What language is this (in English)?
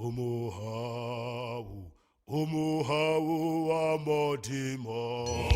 Tswana